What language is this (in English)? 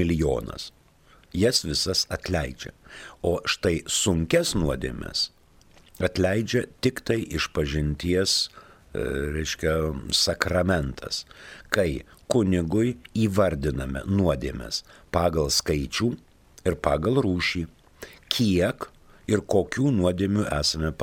Lithuanian